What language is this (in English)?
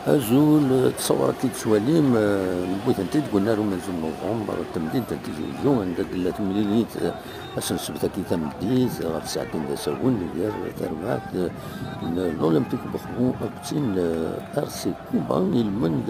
Kabyle